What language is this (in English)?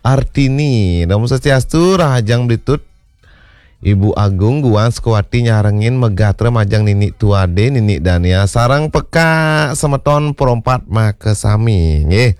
Balinese